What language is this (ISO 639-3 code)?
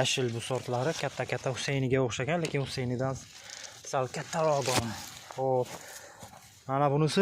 uzb